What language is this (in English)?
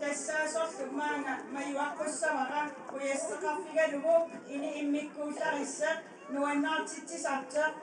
Kalaallisut